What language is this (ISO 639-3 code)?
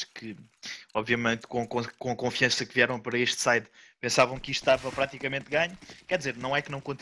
por